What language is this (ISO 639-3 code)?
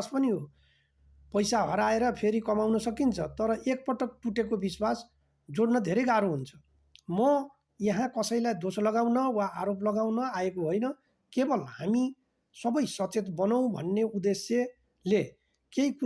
nep